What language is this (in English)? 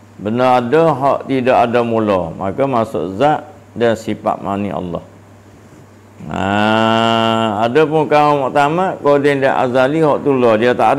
Malay